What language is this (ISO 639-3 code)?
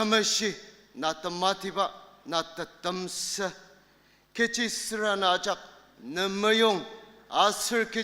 njo